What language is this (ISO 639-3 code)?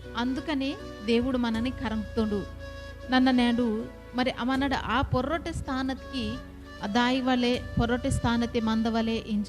kff